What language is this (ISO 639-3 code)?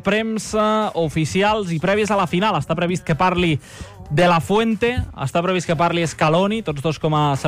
cat